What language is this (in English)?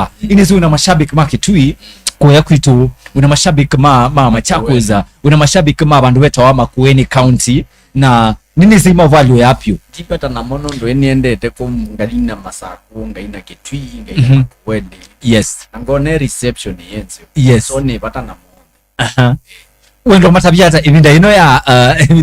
Kamba